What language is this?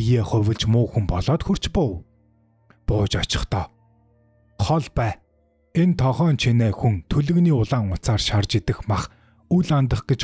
Mongolian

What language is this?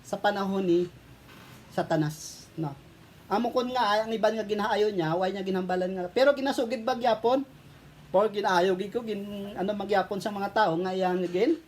Hiligaynon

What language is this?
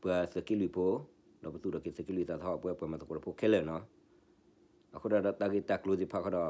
S'gaw Karen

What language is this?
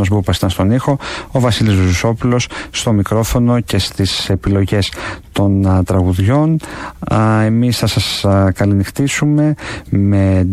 Greek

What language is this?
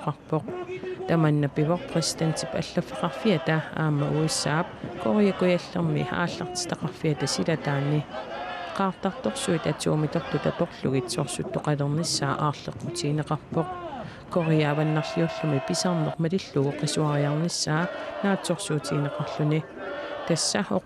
Kalaallisut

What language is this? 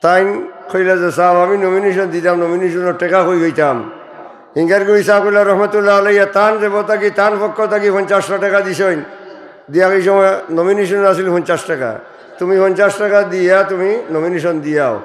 Sylheti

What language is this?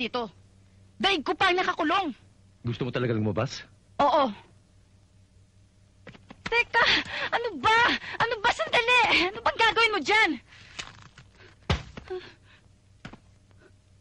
Filipino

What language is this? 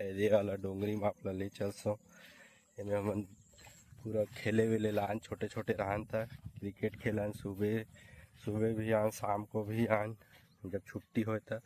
Chhattisgarhi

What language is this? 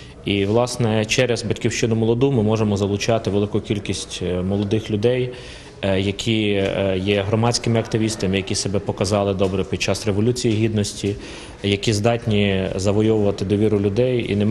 Ukrainian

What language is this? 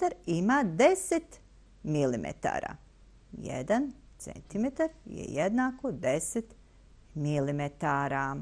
Bosnian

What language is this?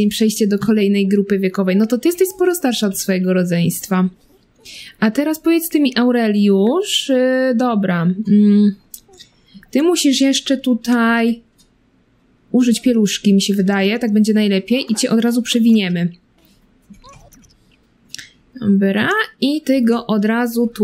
Polish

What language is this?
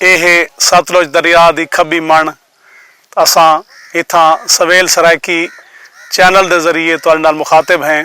Saraiki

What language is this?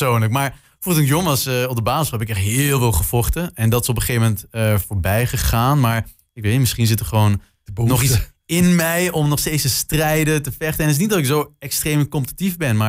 Dutch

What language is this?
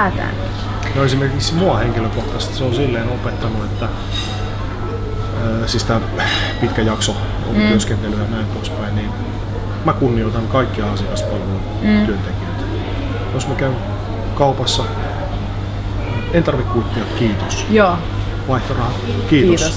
Finnish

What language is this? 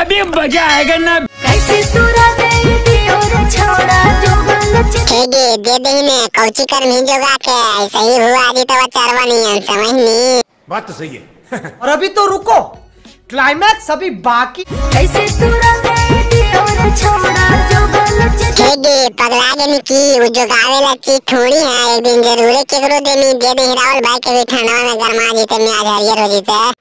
Magahi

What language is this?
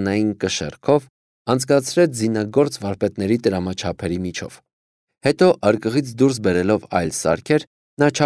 Armenian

